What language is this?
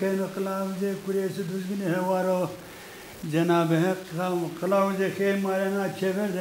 Zaza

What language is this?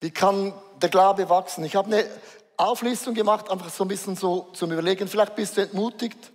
Swiss German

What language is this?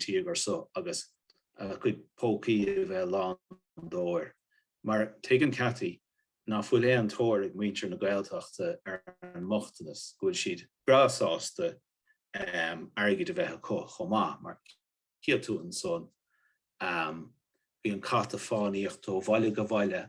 Irish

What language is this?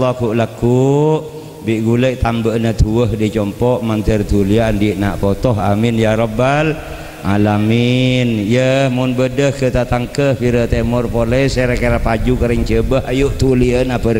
Madurese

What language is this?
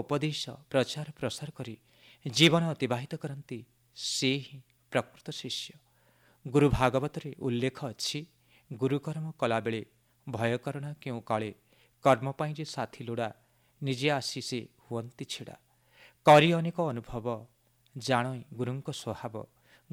Odia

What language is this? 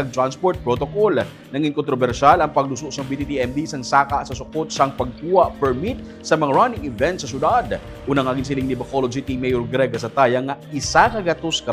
Hiligaynon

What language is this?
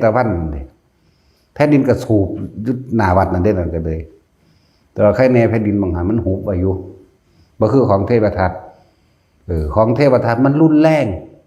Northeastern Thai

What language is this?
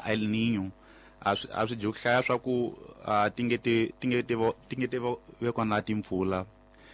Tsonga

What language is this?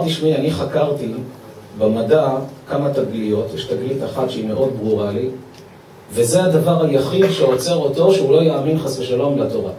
Hebrew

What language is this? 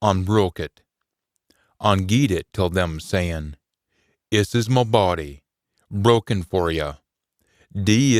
Scots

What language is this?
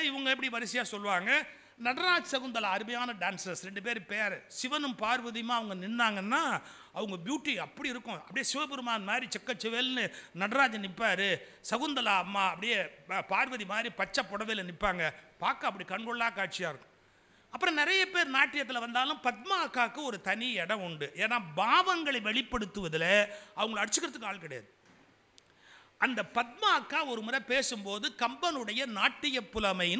Tamil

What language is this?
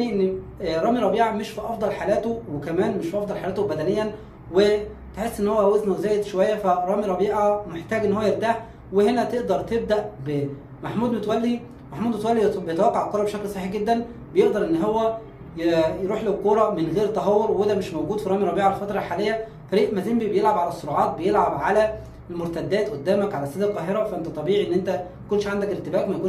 Egyptian Arabic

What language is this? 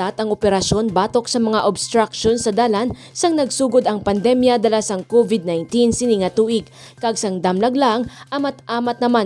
Hiligaynon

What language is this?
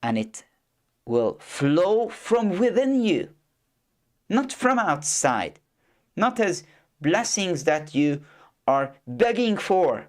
English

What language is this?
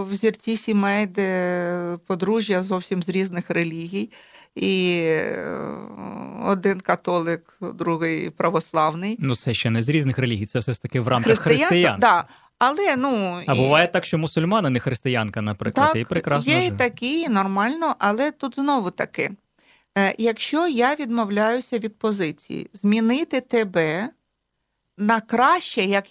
Ukrainian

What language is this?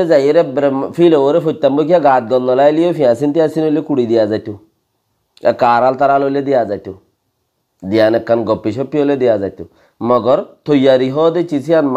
Rohingya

